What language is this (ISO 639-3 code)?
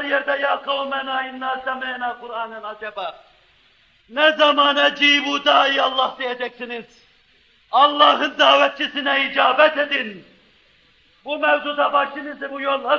tur